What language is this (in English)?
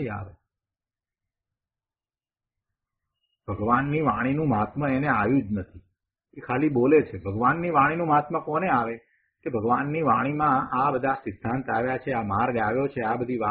Gujarati